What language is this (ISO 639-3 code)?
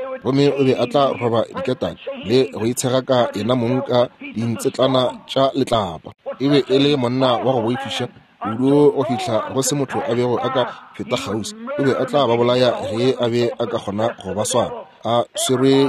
nso